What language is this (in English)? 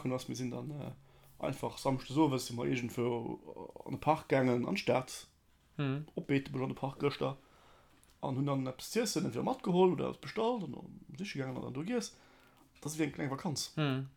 Luxembourgish